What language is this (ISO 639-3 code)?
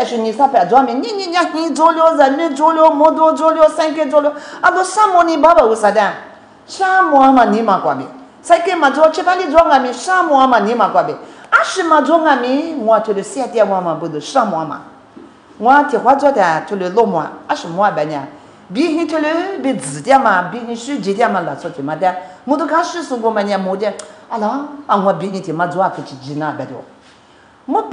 lis